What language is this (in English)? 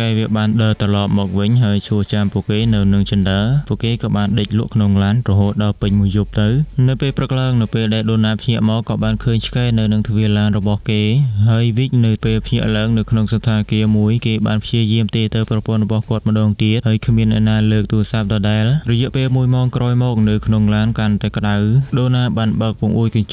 Khmer